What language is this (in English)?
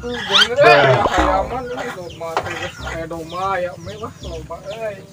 Sundanese